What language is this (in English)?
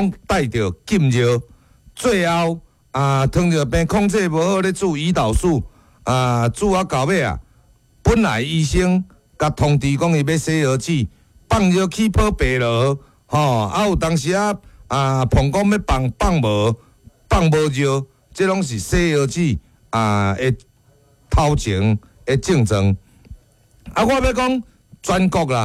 Min Nan Chinese